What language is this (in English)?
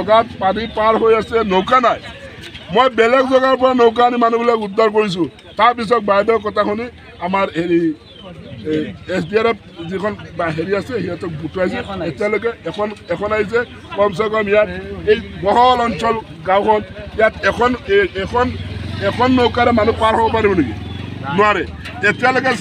Assamese